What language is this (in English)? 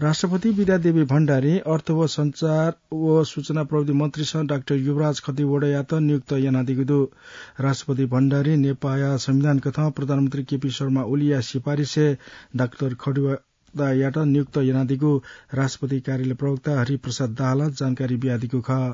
Newari